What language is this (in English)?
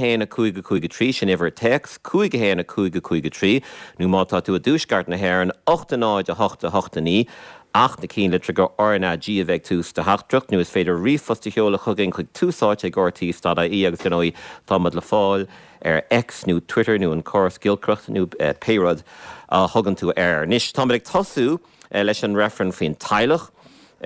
Irish